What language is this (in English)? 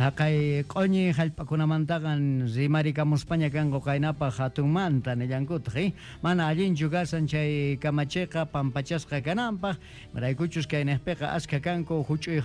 Quechua